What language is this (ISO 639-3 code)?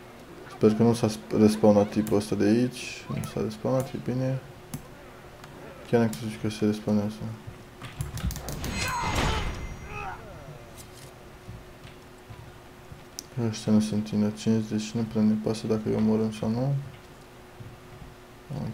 ron